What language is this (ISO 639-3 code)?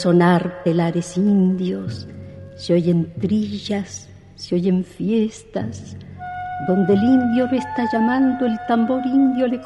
spa